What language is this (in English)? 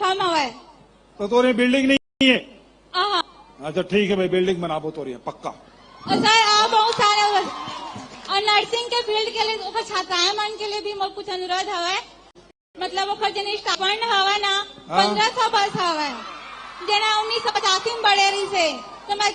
Chhattisgarhi